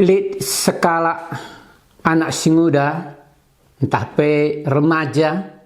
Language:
Batak Karo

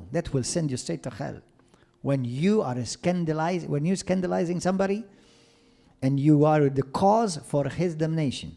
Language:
English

